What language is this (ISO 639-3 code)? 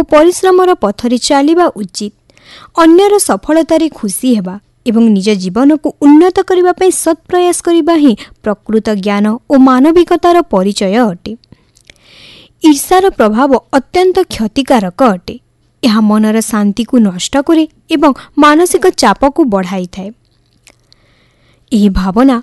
ori